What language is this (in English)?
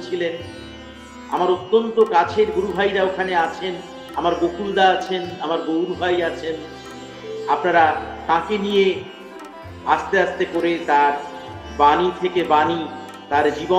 Bangla